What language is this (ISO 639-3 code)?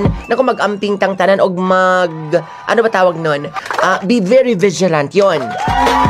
ceb